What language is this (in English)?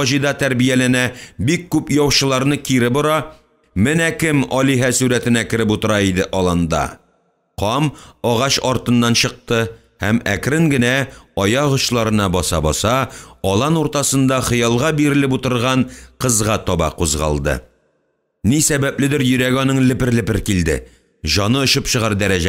Tatar